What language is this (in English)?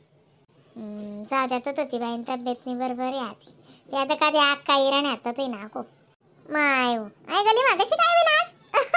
Khandesi